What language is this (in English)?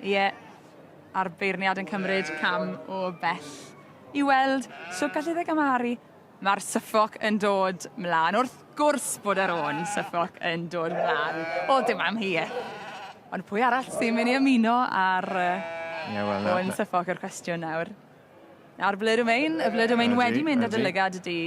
Welsh